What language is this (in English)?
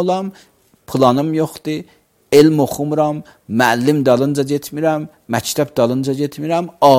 Azerbaijani